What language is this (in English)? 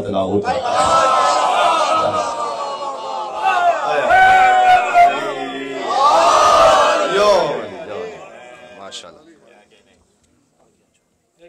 Urdu